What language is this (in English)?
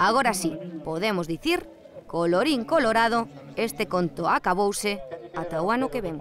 Galician